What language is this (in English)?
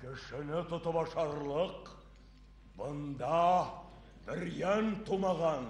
Bashkir